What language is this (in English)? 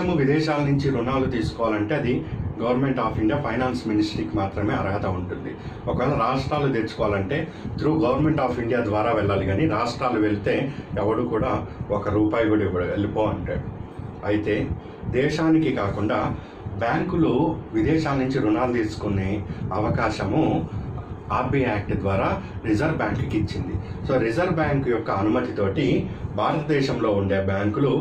Telugu